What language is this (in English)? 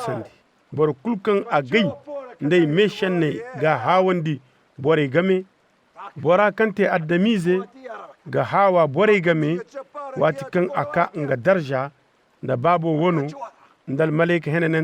Zarma